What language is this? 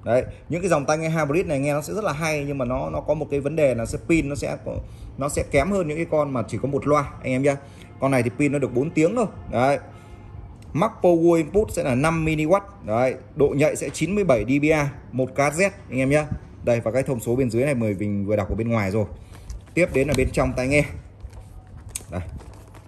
Vietnamese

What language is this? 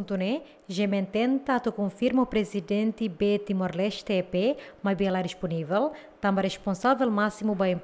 Tetum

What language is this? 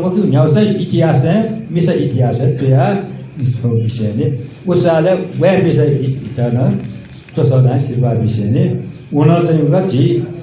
Newari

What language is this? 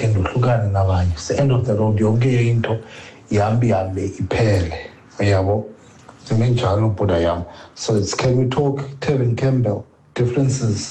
Xhosa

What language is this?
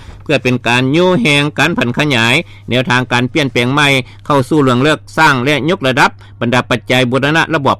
Lao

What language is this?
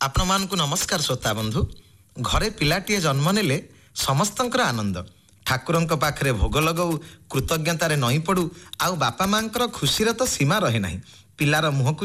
Odia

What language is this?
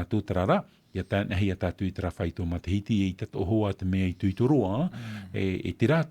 Tahitian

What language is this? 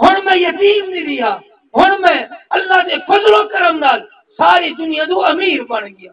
Saraiki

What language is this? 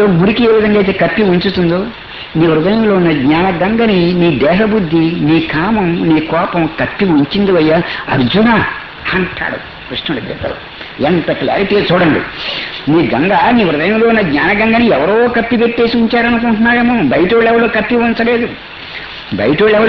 Telugu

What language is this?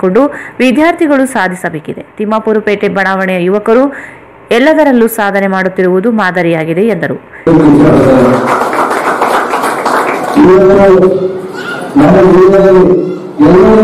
Kannada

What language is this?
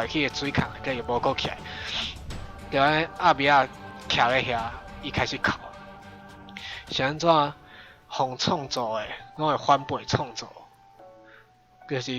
Min Nan Chinese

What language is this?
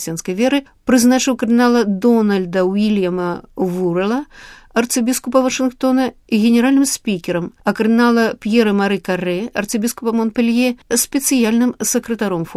Belarusian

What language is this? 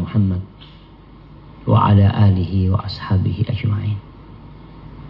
Indonesian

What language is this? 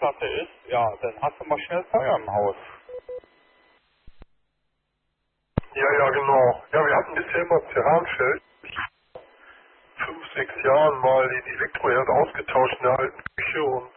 German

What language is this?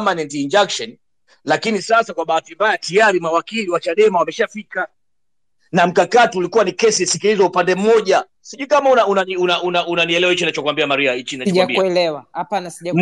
Swahili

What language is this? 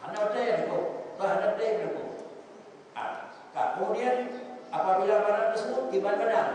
Achinese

